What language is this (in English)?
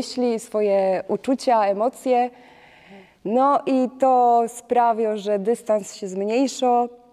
Silesian